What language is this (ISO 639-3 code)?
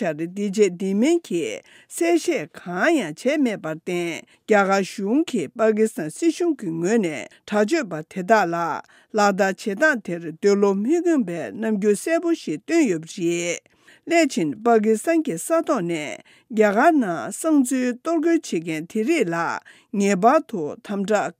bod